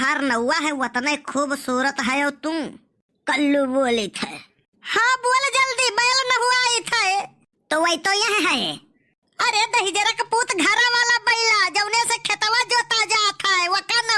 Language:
Awadhi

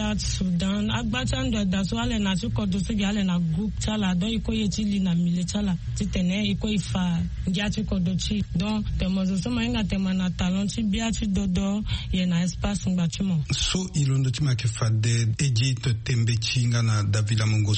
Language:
Sango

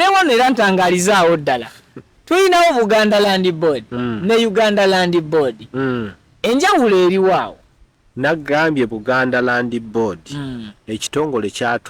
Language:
Ganda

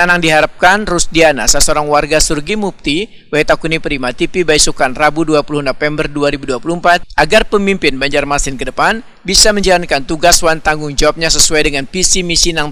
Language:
Banjar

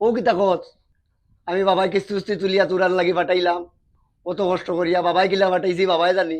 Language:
Sylheti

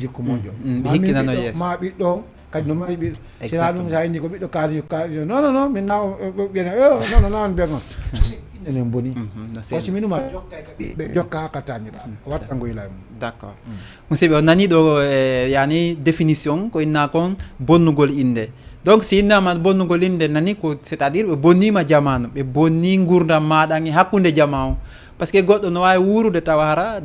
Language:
Fula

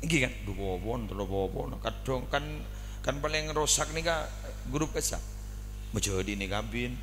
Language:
Madurese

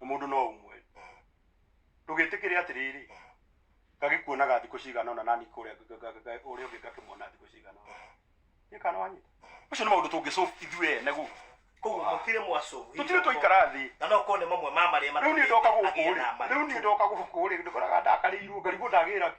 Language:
Kikuyu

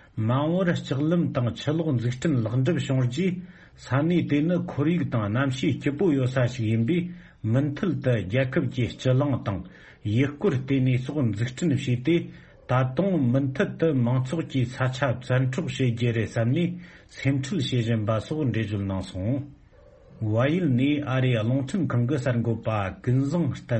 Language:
Tibetan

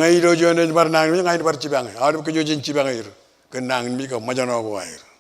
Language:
Marshallese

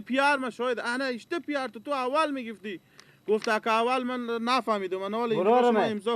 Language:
Persian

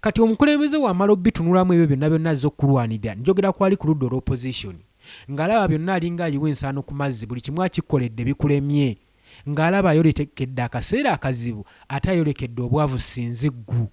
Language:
Ganda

